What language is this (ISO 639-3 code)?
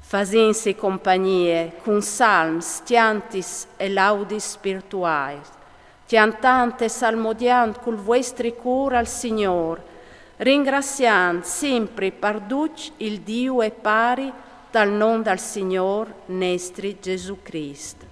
fur